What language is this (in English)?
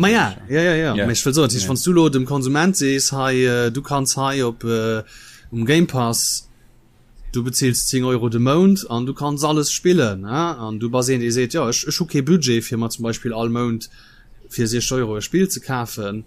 Luxembourgish